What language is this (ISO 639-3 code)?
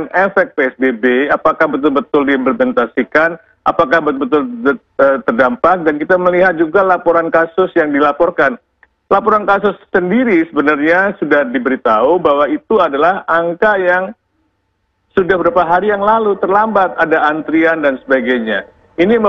ind